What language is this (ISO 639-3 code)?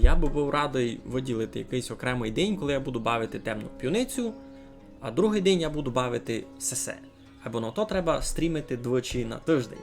rue